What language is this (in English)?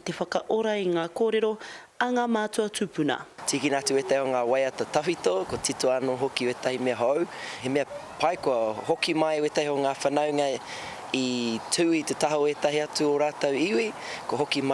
Māori